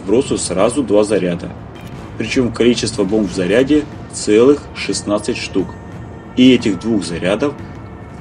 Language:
Russian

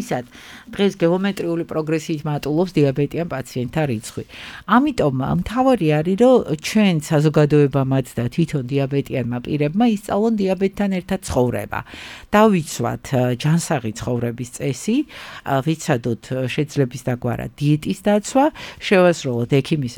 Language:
Georgian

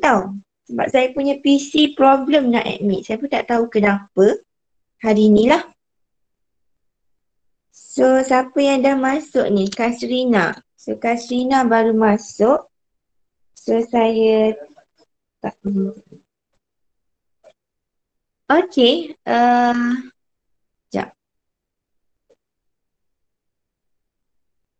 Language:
Malay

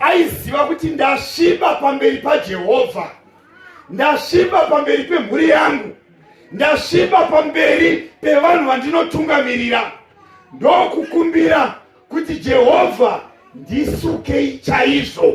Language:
Shona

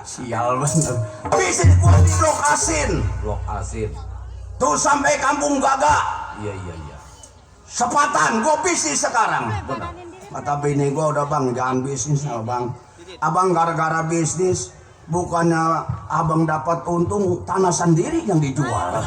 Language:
Betawi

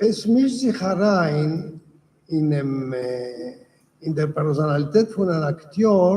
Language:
Yiddish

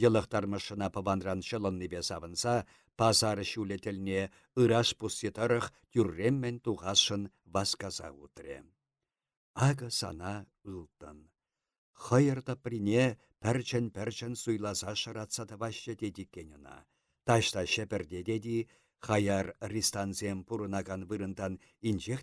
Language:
Chuvash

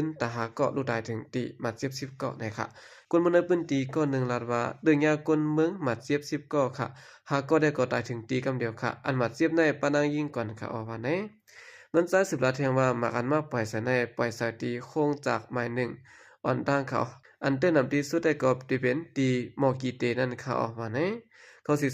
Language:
Shan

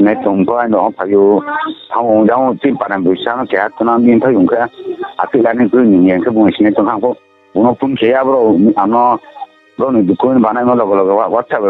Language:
Riang (India)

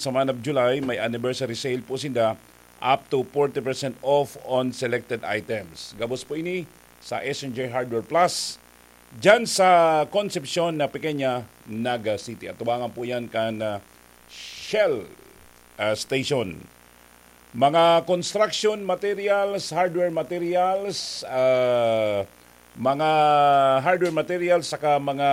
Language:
Bikol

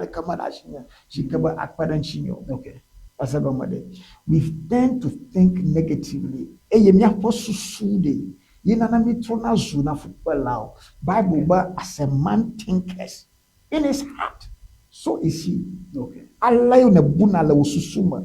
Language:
Ewe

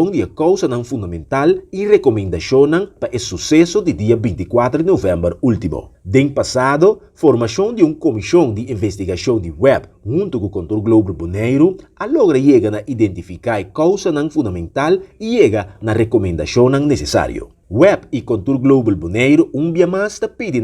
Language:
Papiamento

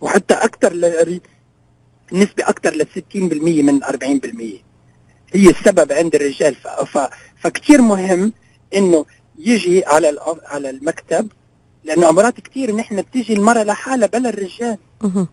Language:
North Levantine Arabic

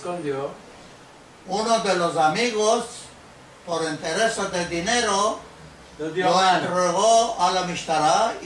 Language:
Ladino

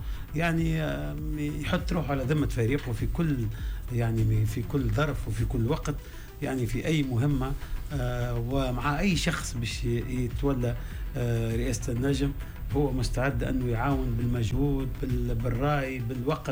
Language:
Tunisian Arabic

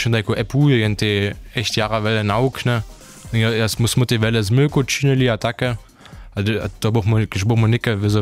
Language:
Upper Sorbian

